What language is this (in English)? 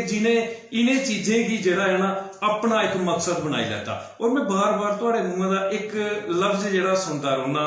Dogri